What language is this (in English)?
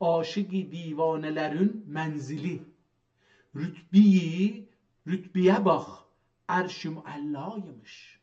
South Azerbaijani